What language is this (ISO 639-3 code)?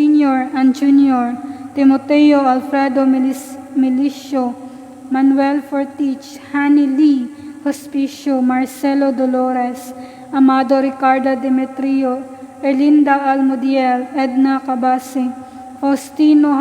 ceb